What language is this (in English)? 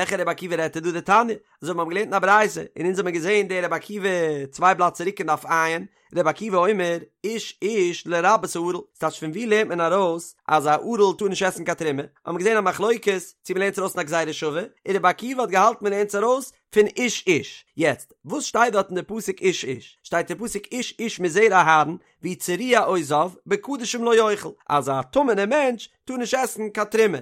Yiddish